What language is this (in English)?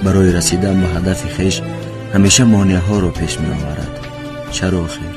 Tajik